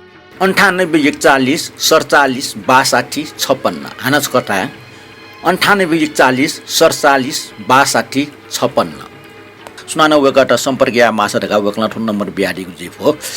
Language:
Newari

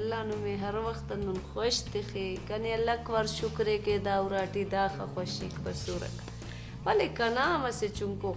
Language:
Brahui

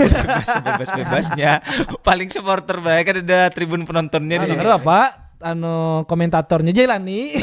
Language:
Banjar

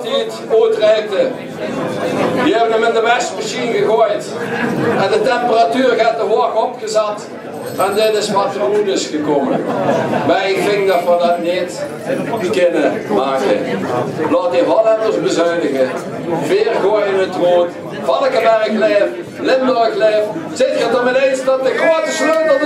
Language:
Limburgish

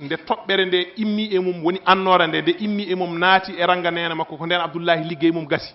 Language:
Fula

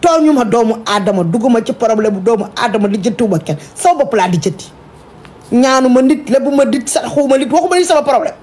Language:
Wolof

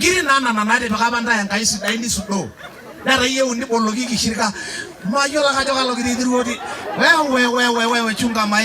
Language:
Masai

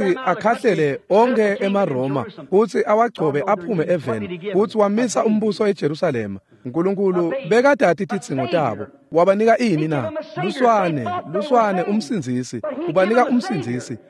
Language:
Swati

